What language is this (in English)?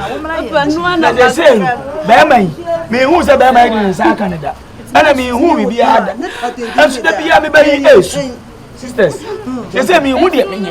Akan